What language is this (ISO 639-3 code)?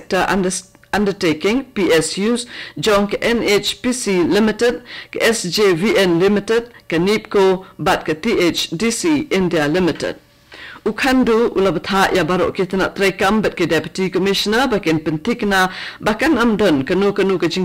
kha